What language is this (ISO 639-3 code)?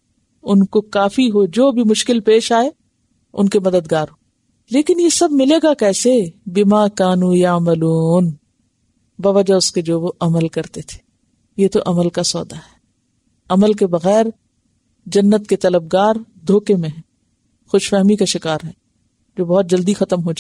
urd